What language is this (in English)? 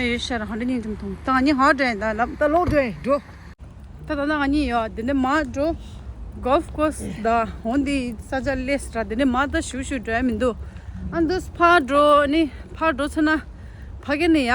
Tibetan